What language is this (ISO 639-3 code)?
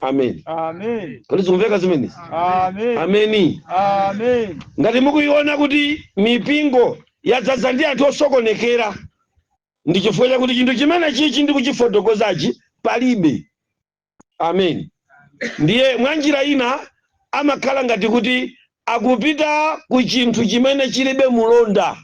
nya